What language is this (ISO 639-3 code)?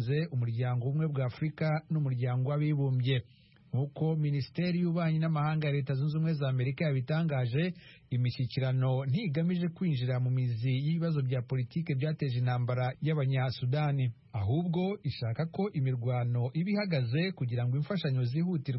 kin